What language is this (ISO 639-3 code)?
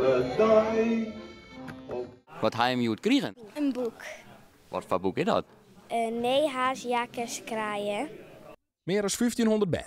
fry